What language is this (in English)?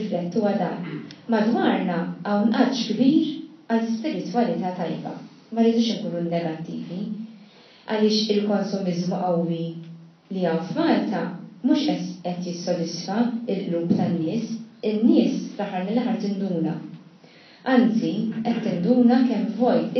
Maltese